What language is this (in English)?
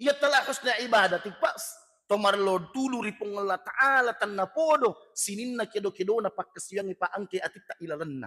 Buginese